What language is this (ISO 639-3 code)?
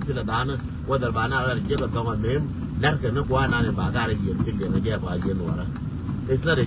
nus